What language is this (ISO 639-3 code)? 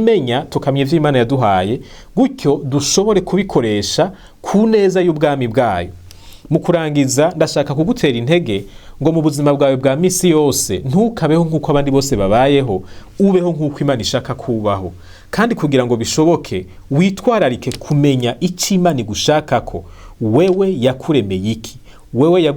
run